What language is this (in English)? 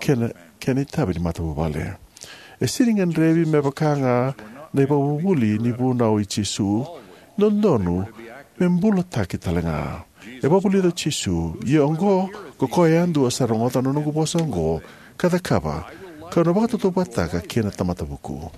Fijian